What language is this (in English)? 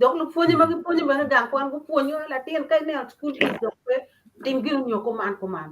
Acoli